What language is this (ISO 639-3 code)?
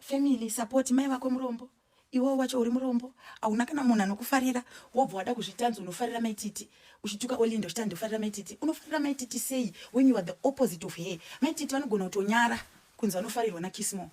sna